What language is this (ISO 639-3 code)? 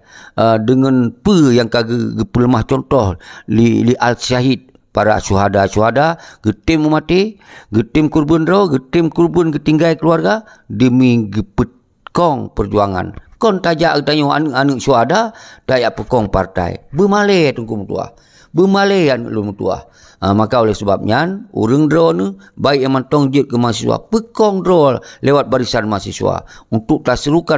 ace